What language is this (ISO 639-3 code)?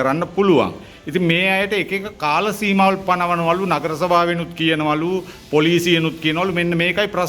sin